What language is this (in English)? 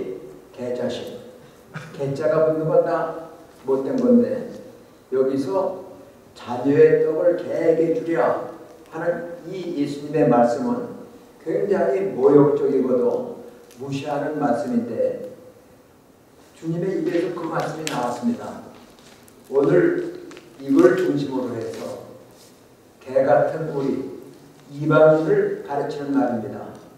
Korean